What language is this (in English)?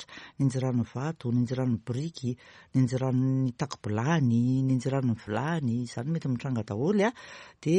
Malagasy